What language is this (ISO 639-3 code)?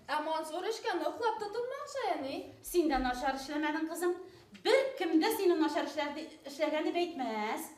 bak